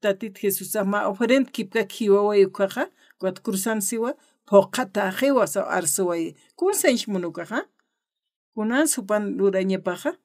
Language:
Aymara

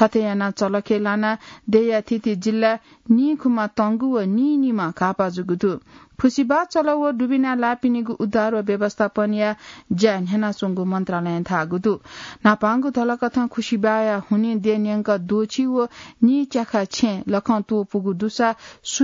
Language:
Newari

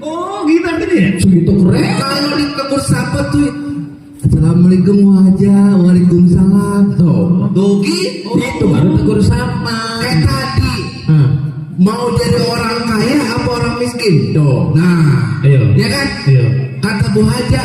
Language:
Betawi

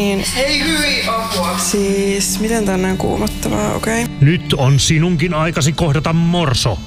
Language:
Finnish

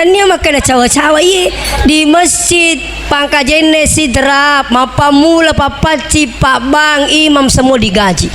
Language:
Buginese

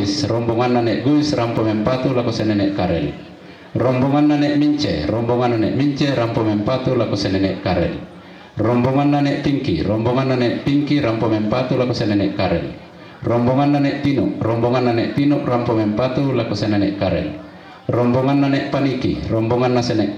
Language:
Toraja-Sa'dan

